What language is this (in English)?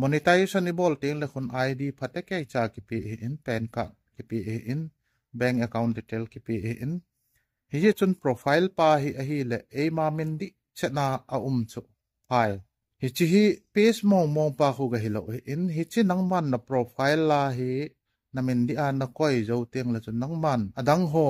Thado Chin